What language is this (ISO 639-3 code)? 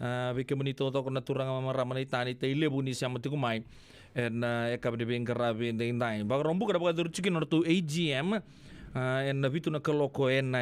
fij